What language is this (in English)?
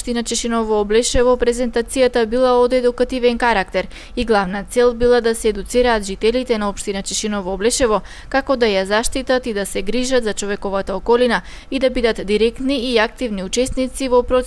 Macedonian